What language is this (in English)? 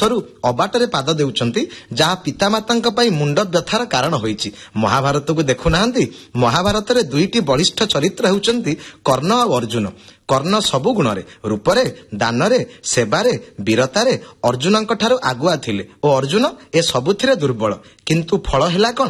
Odia